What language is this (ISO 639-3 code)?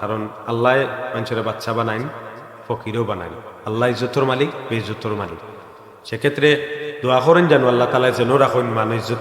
syl